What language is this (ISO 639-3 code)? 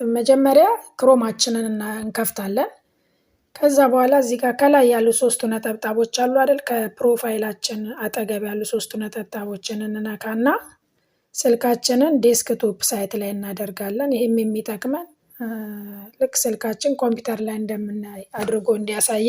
amh